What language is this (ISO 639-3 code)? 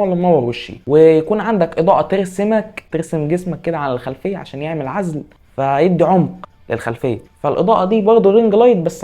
arz